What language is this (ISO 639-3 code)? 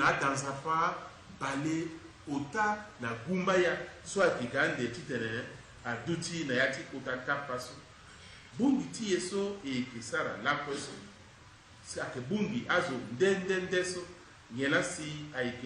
sag